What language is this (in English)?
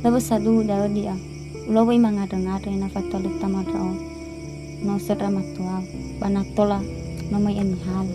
Nias